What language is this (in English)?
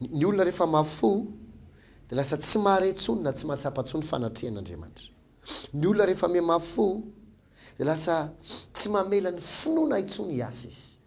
Malagasy